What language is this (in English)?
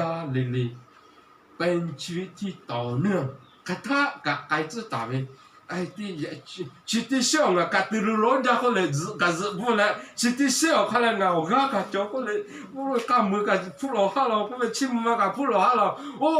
Lahu